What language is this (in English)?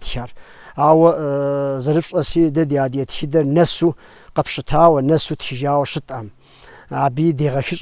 Kabardian